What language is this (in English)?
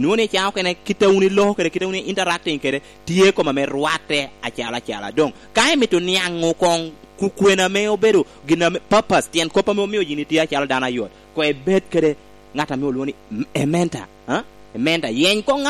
Lango (Uganda)